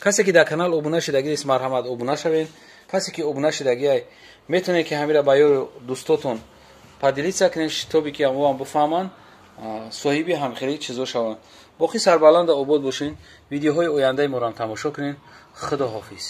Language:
Tajik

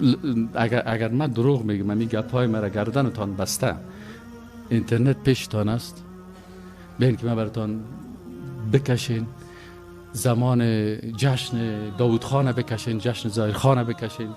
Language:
Persian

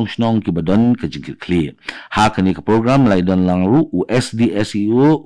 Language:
Khasi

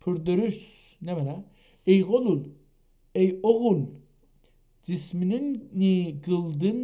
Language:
South Azerbaijani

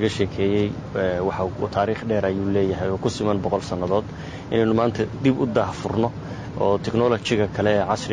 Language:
Somali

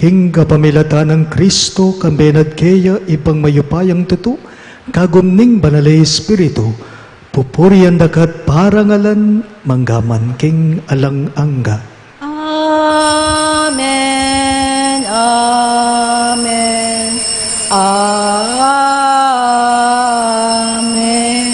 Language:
Pampanga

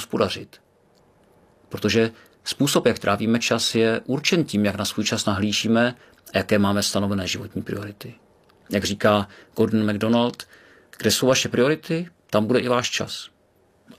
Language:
Czech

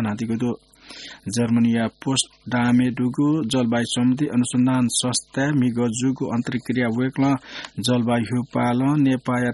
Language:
Newari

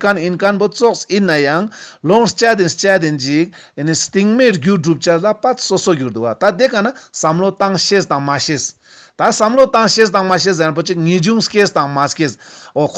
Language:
Ladakhi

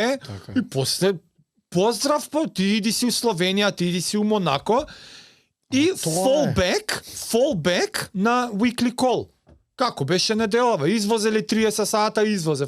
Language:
Macedonian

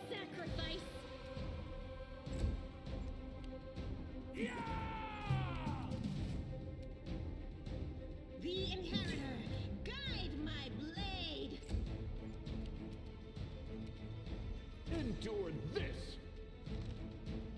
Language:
English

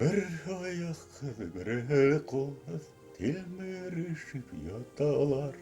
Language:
Bashkir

